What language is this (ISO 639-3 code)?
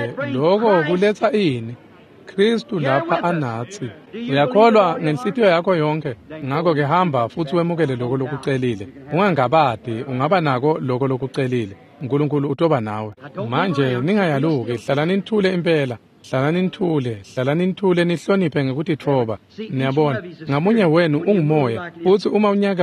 ssw